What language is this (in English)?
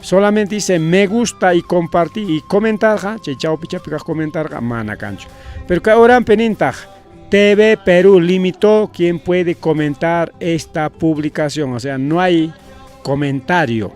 Ayacucho Quechua